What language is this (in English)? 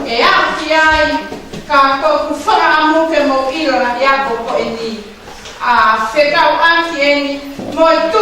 Tongan